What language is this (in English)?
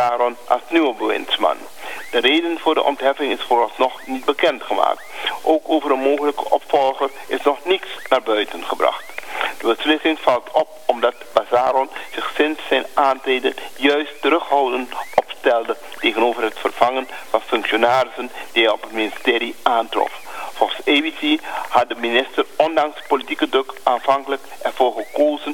Dutch